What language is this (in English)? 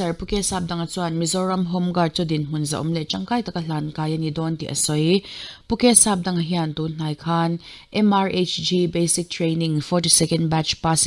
Mizo